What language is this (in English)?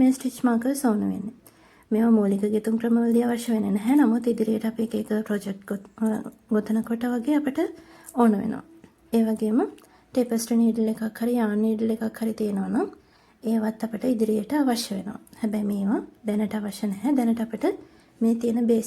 Sinhala